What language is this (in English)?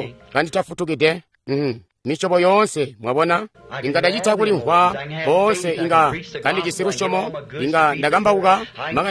Tonga (Zambia)